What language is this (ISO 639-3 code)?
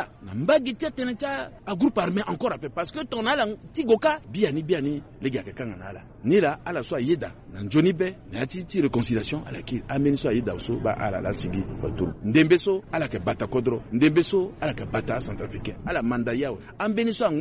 sag